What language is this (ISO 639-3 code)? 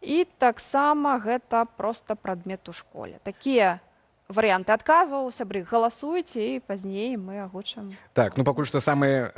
bel